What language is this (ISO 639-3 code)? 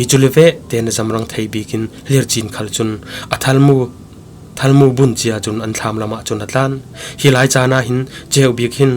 cfm